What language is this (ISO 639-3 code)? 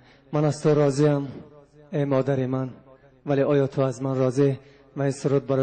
tgk